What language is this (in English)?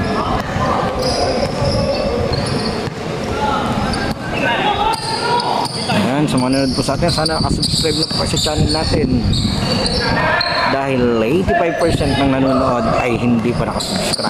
Filipino